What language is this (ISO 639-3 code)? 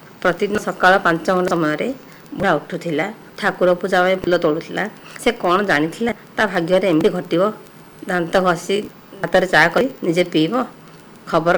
ori